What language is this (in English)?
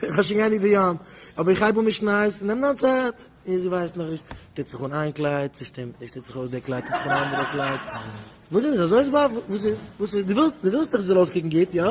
Yiddish